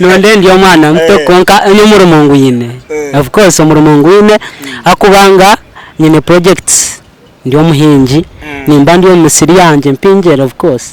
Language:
Nyankole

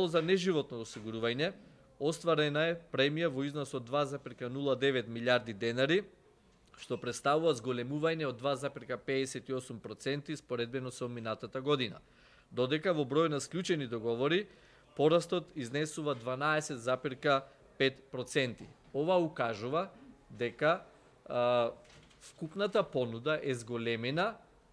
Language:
Macedonian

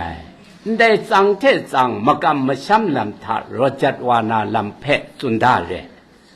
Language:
Kachin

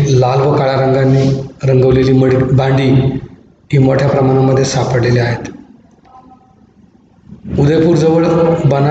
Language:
Marathi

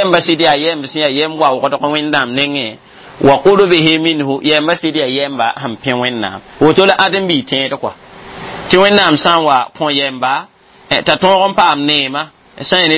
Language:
Mossi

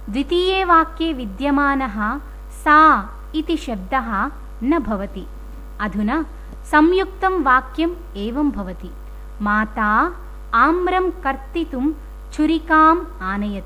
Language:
Sanskrit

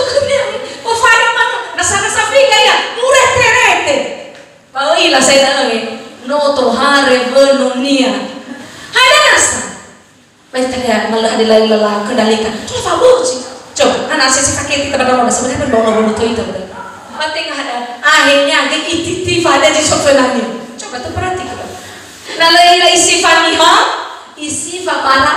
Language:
Nias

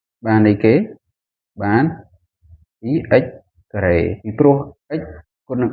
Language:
Khmer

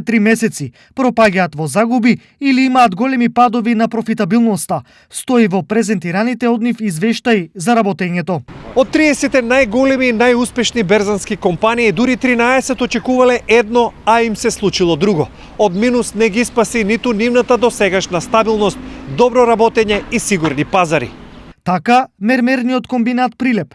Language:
Macedonian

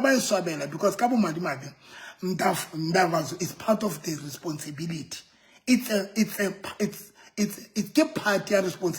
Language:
Southern Sotho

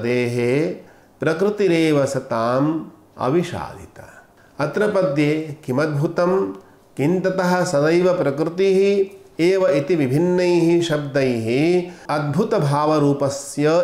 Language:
Sanskrit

